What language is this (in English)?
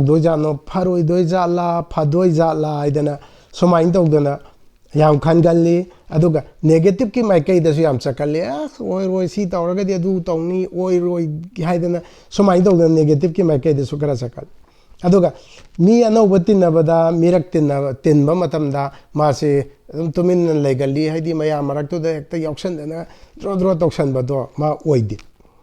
Manipuri